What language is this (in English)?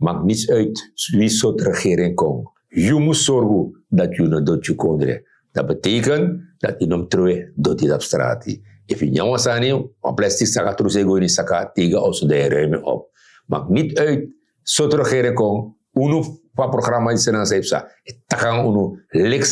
Sranan Tongo